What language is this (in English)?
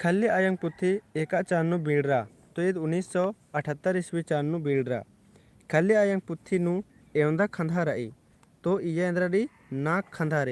Kurukh